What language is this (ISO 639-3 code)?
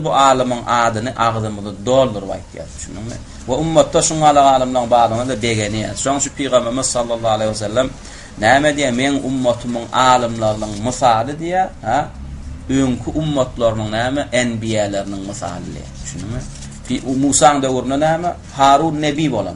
tuk